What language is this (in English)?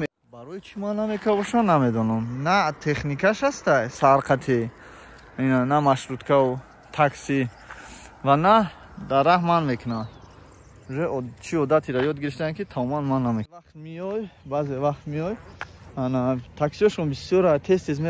Tajik